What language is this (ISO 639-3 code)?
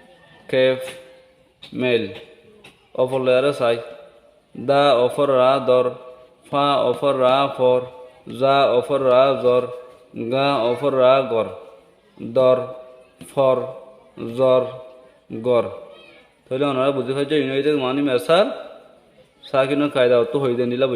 rhg